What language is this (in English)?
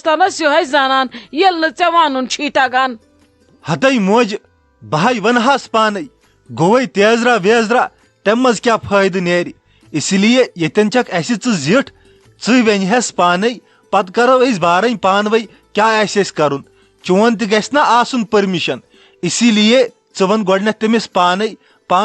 Kashmiri